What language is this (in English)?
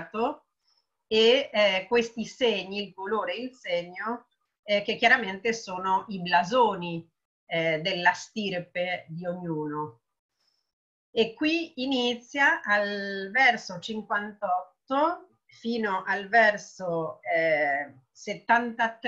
Italian